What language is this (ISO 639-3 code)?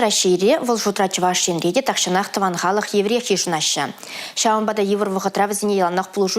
chv